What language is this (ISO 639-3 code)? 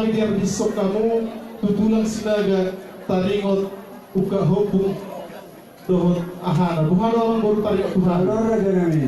bbc